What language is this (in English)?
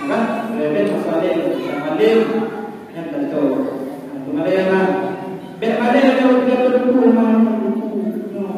Achinese